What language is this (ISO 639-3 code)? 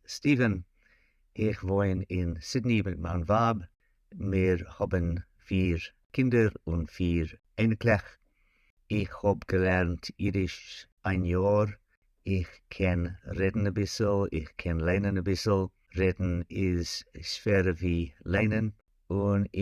yid